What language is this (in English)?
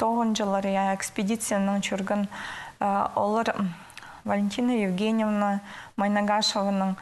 Khakas